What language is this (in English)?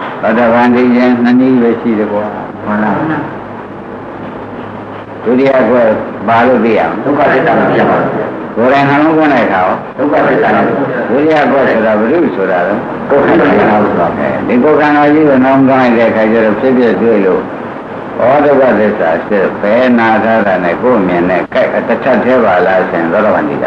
Burmese